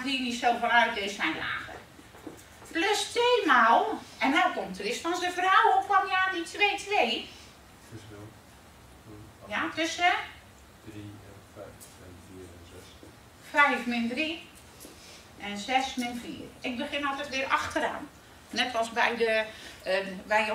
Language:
Dutch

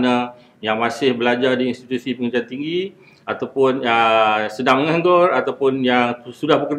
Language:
Malay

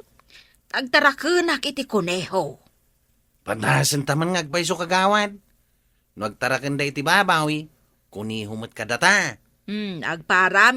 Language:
Iloko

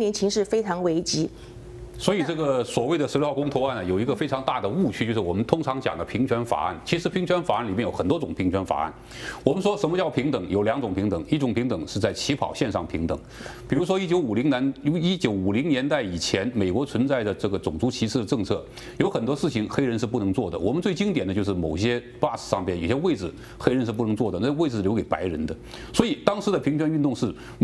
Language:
Chinese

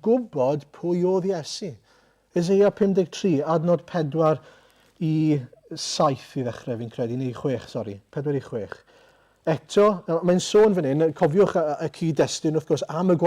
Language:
Welsh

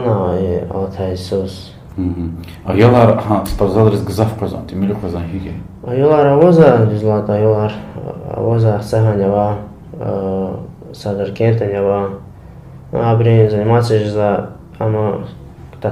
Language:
Lezghian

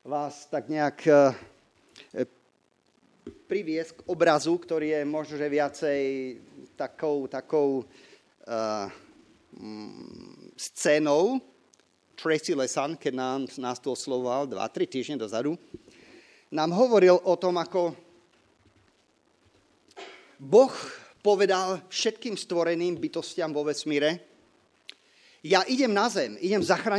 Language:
Slovak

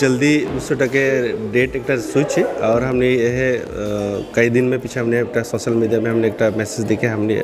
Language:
Sadri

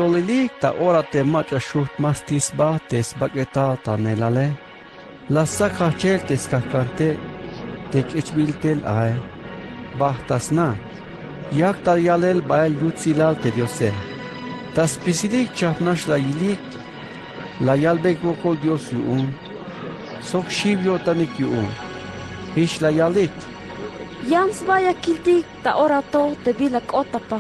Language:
Tzeltal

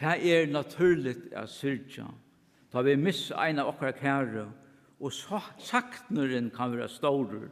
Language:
Faroese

